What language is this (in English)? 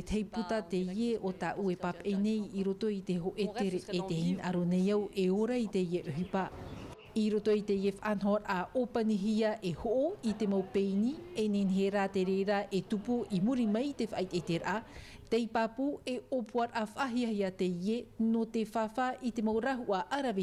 Tahitian